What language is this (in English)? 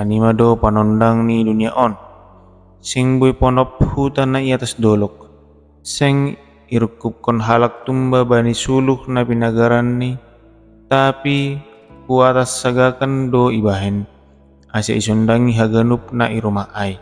Batak Simalungun